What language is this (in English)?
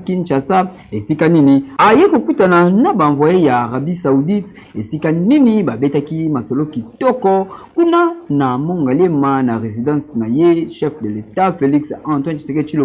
Lingala